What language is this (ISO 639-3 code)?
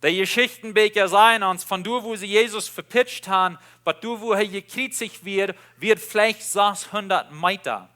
pdt